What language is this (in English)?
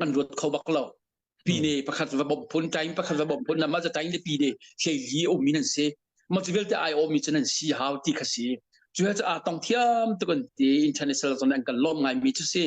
Hakha Chin